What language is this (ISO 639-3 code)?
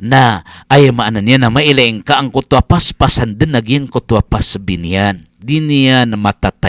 mrw